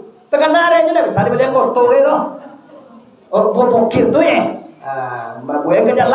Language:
Minangkabau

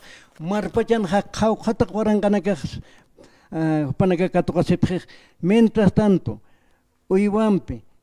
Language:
Aymara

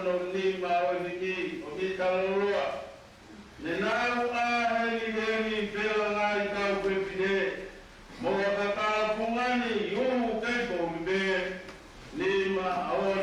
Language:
Tongan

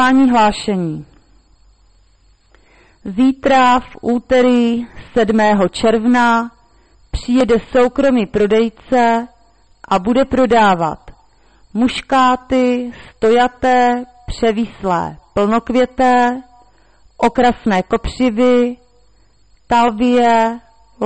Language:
Czech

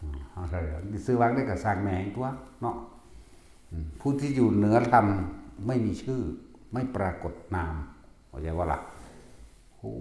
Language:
Northeastern Thai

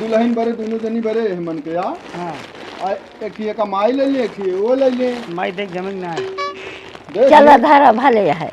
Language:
Awadhi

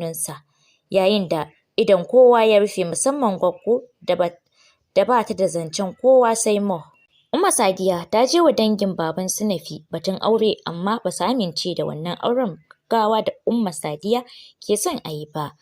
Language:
Hausa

